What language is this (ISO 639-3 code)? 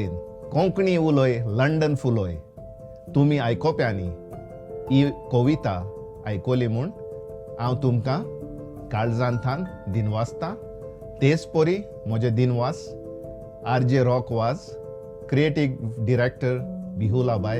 kok